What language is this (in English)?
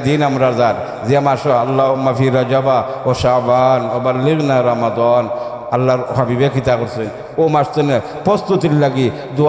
Sylheti